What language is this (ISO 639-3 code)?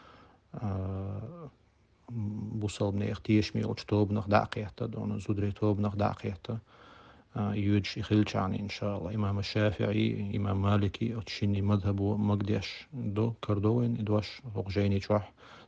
che